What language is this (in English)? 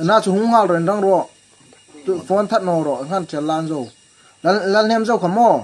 Hmar